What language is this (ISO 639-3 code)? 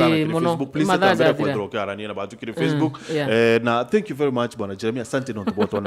mer